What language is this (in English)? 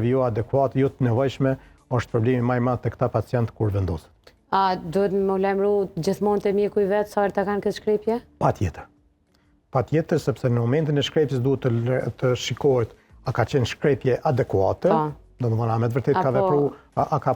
Albanian